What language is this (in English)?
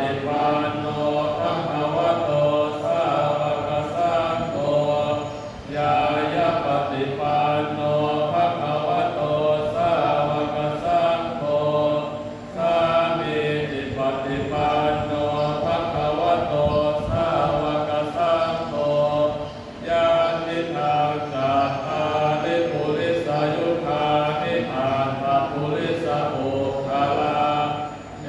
Pali